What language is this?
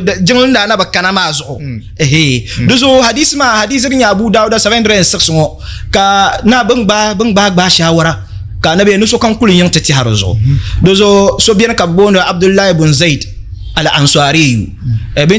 Dagbani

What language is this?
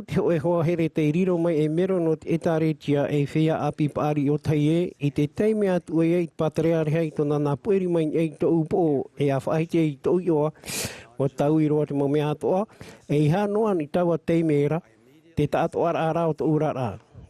Tahitian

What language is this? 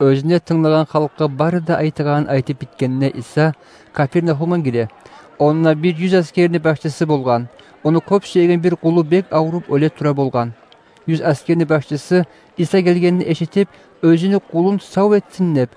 Kumyk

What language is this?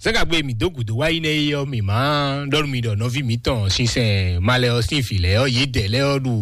Fon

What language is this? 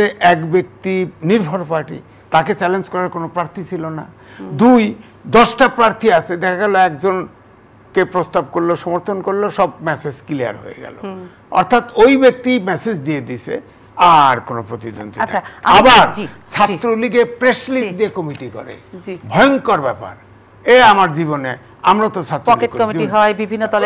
Bangla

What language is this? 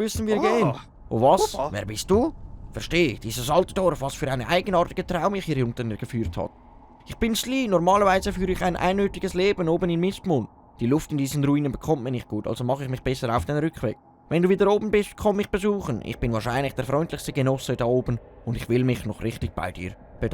Swiss German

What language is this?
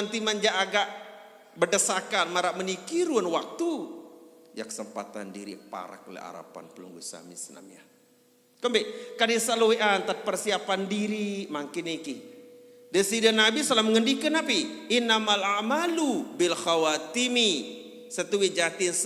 Sasak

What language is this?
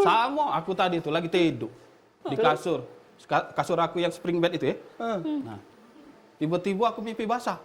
Musi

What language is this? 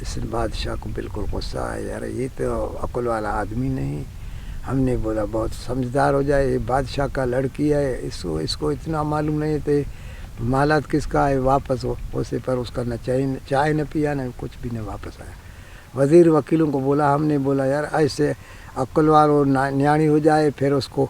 Brahui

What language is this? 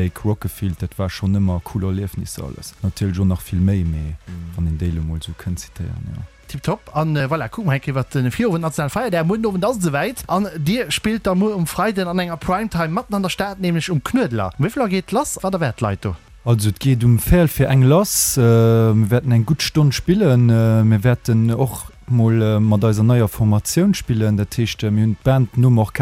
Luxembourgish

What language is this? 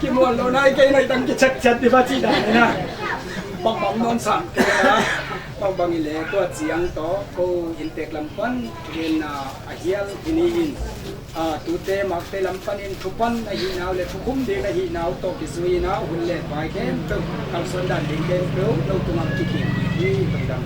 Tedim Chin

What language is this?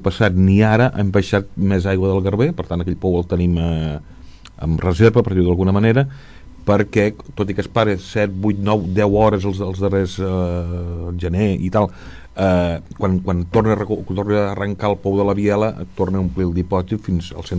Catalan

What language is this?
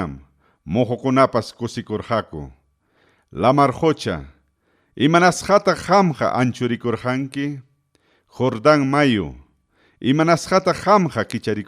Ayacucho Quechua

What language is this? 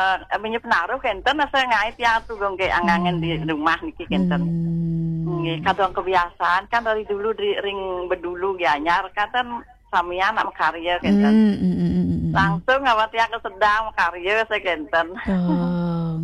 Balinese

